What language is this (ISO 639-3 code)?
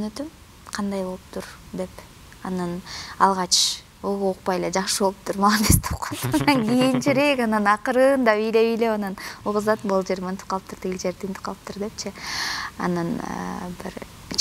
kir